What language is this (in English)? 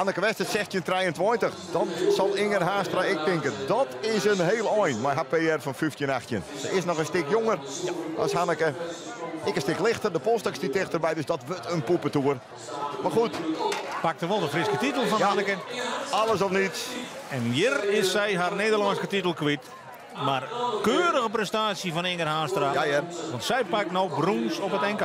Western Frisian